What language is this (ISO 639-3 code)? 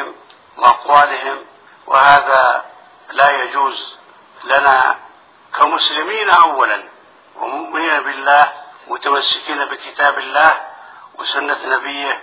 ara